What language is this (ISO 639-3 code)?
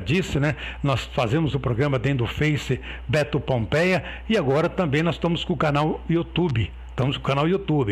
por